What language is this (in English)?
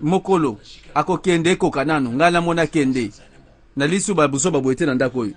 Lingala